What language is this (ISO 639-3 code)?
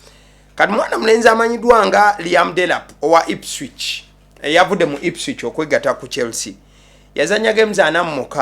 lug